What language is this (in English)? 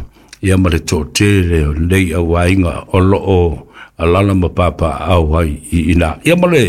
Samoan